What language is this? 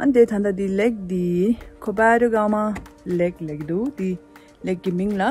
Tibetan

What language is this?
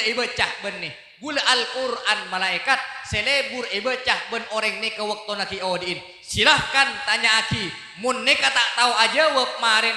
Madurese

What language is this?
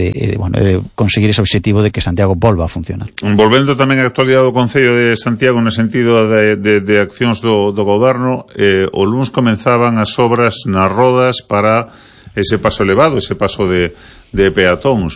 Galician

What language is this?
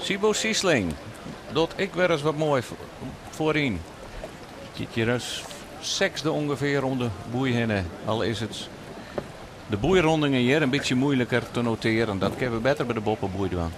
Western Frisian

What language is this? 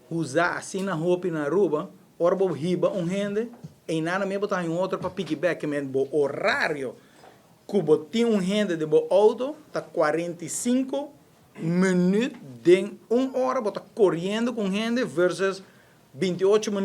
Papiamento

